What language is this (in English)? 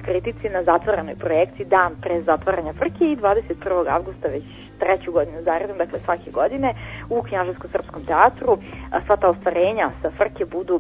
Serbian